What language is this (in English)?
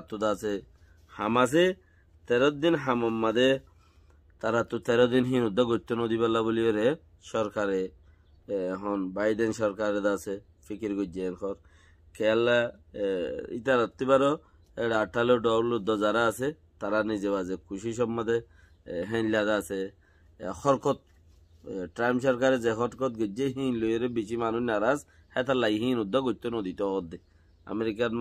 Rohingya